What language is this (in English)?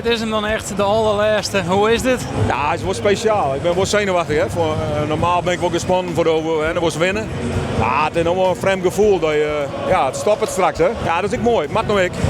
Western Frisian